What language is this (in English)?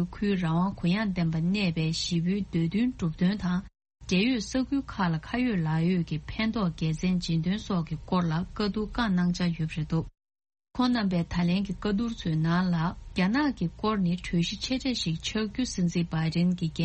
Tibetan